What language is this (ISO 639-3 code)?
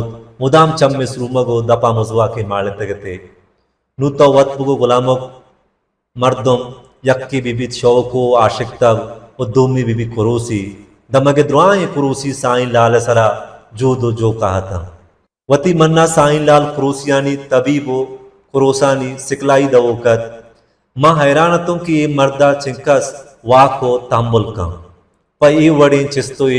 bal